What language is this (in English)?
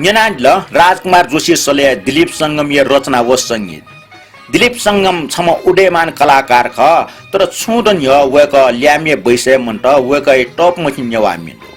Newari